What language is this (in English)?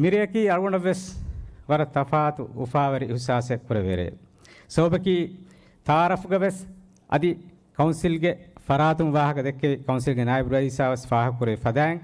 Divehi